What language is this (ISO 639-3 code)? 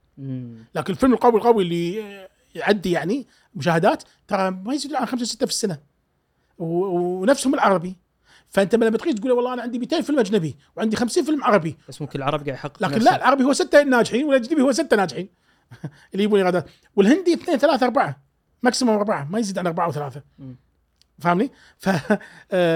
afb